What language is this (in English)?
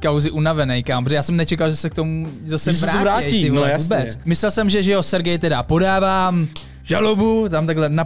Czech